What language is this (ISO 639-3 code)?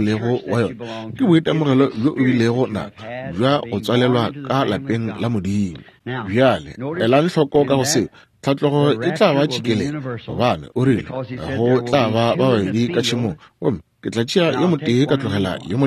nso